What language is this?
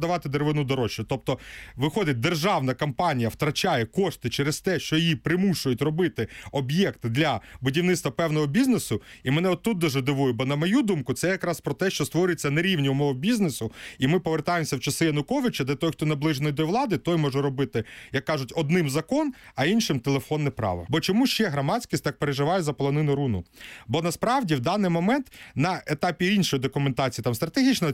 Ukrainian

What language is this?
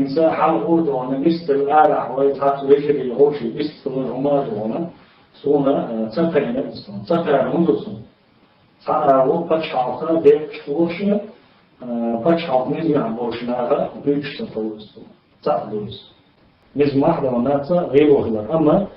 Chechen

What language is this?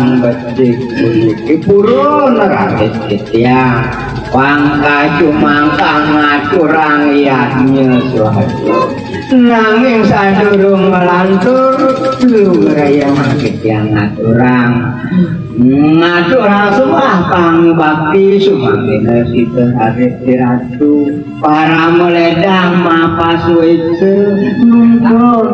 Balinese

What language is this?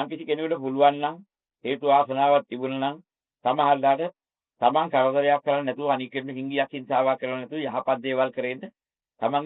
Sinhala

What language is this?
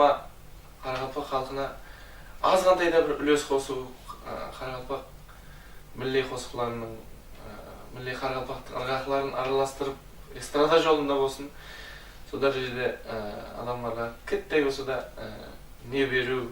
Kara-Kalpak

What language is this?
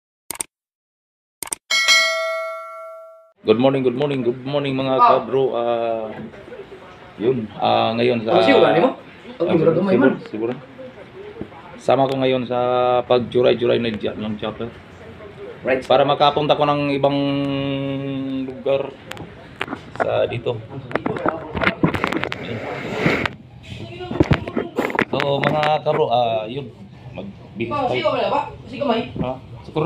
Filipino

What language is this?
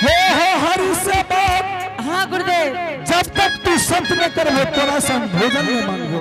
Angika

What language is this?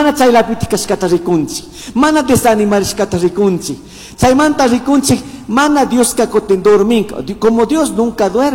Chimborazo Highland Quichua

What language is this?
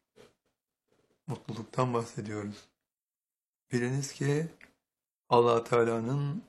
Turkish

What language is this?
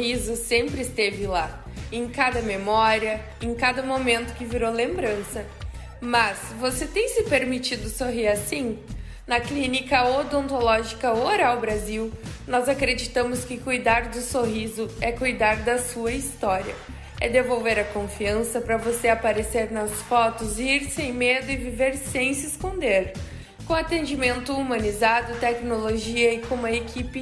Portuguese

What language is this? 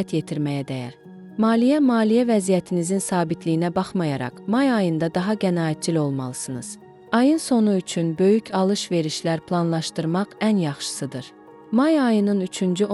Azerbaijani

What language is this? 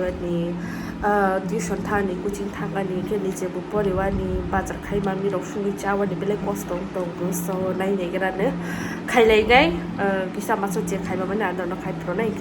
Kok Borok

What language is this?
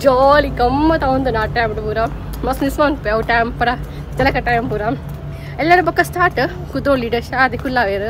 Tulu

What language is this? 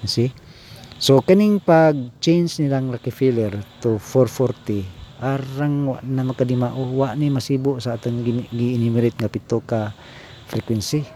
Cebuano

